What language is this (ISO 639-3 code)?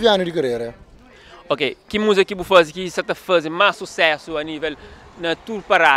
kea